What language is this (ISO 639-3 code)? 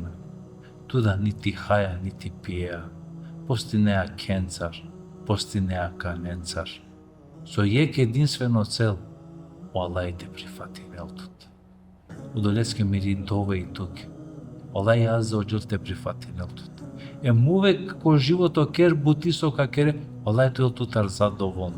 rmn